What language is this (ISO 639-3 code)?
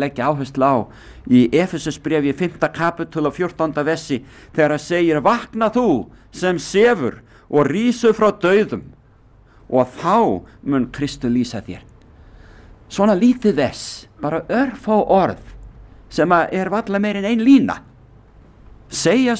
isl